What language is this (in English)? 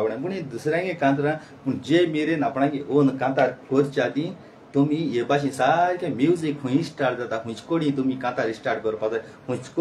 Konkani